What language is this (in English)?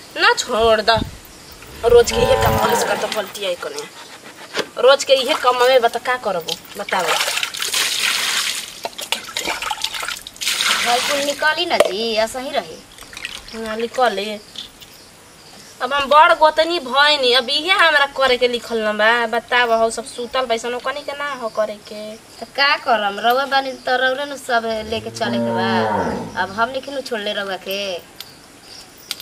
Bhojpuri